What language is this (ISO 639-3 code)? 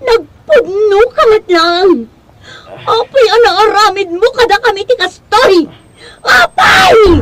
ilo